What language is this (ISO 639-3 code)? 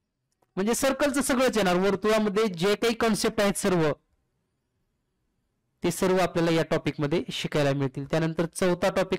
mar